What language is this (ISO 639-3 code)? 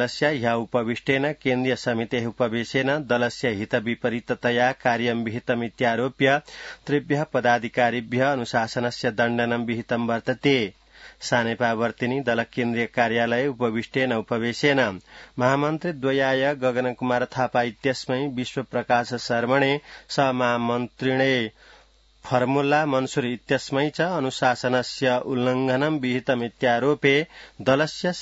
san